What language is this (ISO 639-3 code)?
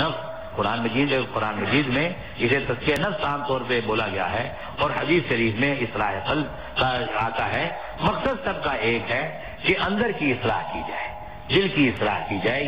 urd